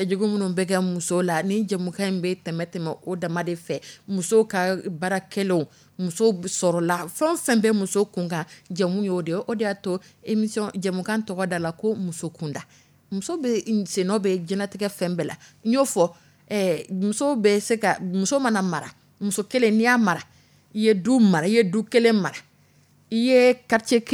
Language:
Dyula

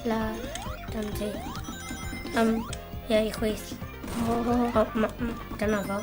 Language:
Welsh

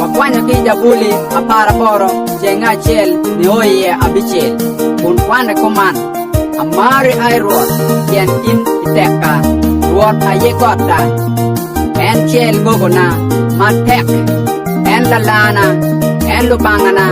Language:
Lango (Uganda)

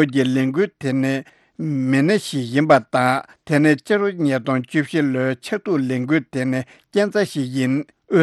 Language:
Tibetan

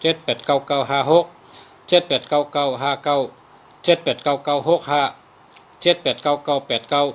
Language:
Shan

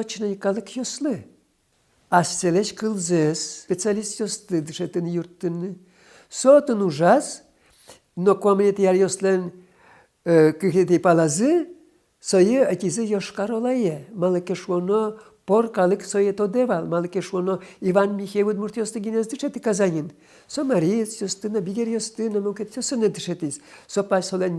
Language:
Udmurt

